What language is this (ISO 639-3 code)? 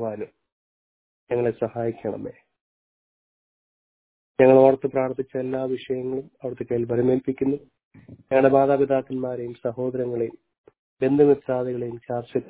mal